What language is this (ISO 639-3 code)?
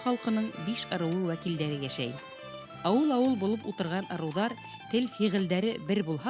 bak